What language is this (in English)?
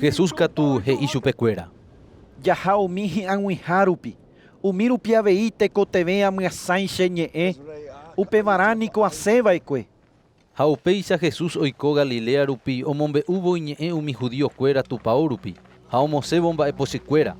Guarani